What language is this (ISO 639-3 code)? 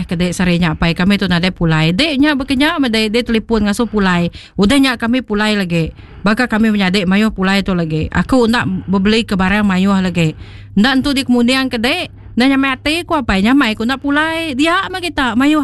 iba